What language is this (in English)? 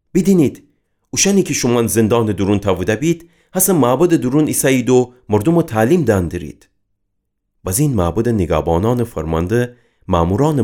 Gilaki